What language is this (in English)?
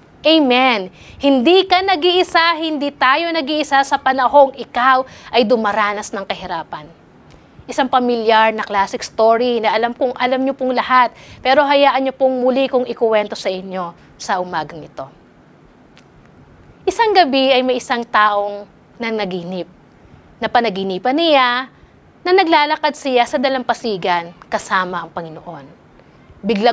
Filipino